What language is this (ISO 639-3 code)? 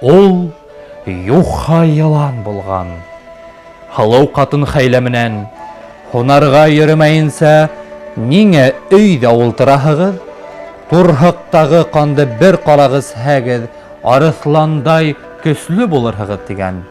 bak